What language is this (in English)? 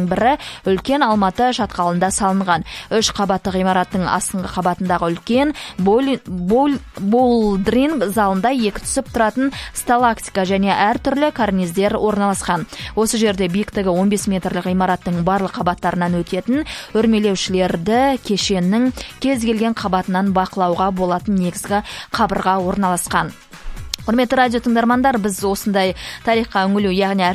Kazakh